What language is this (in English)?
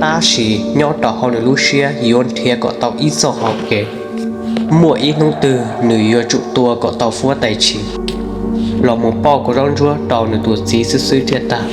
Hmong